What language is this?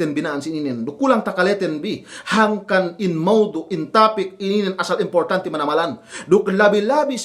Yakan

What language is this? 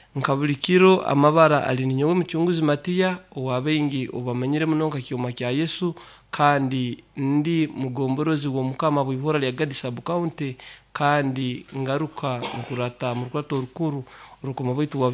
Nyoro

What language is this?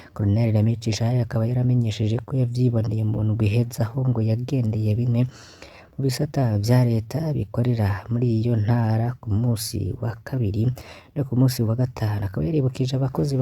Rundi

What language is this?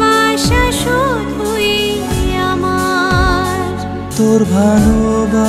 Bangla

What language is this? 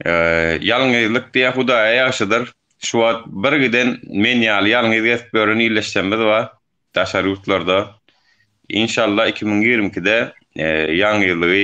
Turkmen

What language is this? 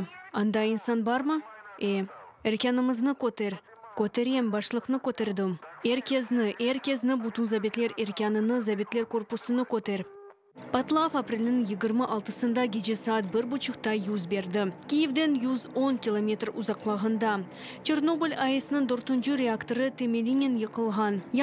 Crimean Tatar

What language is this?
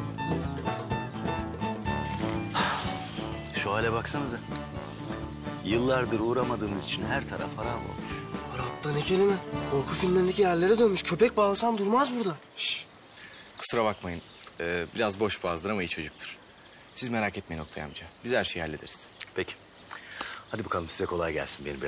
Turkish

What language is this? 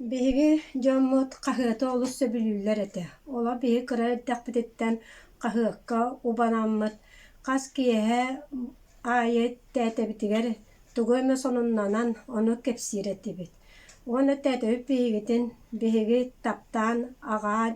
Yakut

